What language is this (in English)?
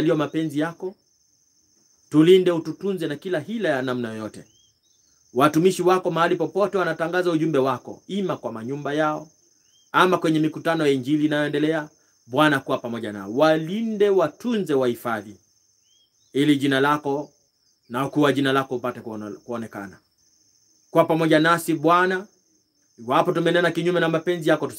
Swahili